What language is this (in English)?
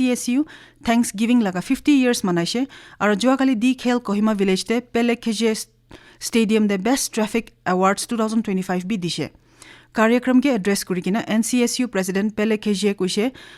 Naga Pidgin